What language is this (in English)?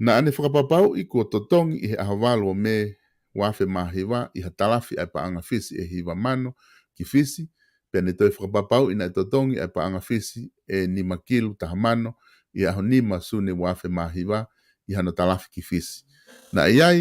Tongan